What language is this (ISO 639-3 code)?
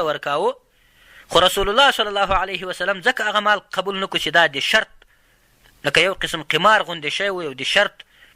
pus